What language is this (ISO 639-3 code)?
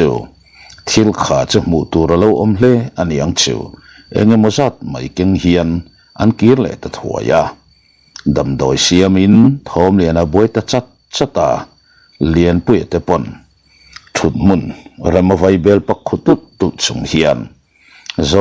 lus